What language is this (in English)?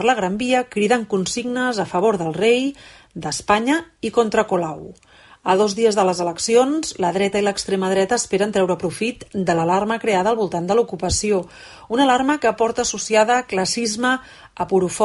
Catalan